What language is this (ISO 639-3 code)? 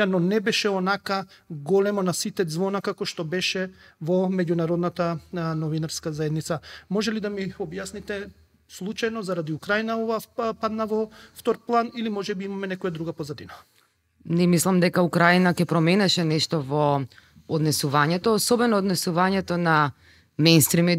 mkd